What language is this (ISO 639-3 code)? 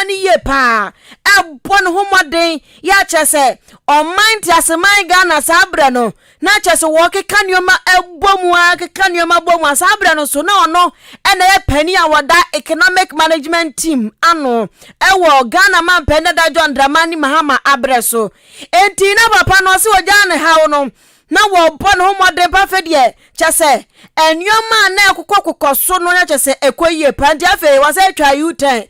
aka